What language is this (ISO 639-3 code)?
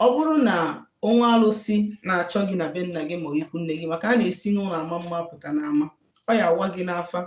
ibo